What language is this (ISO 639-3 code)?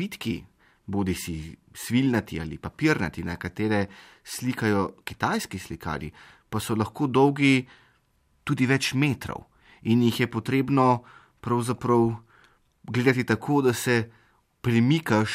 slv